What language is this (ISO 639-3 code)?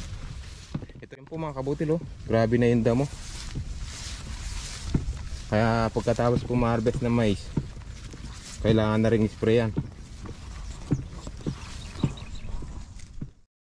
fil